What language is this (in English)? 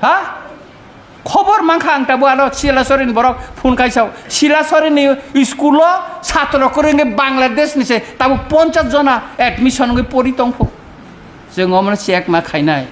Kok Borok